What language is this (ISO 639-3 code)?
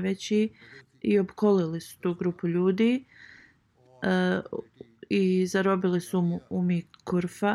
bos